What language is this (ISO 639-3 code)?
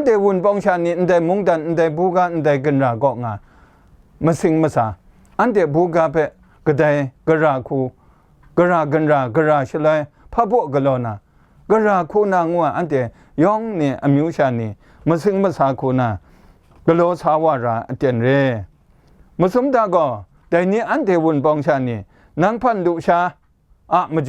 kac